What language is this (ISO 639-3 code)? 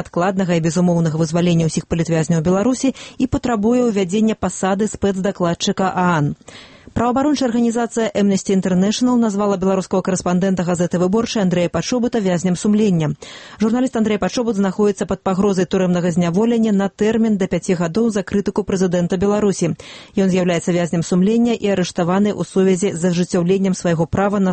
bel